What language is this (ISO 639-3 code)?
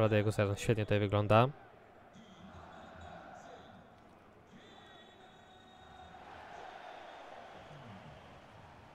pol